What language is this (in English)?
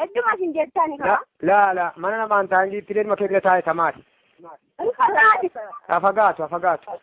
Oromo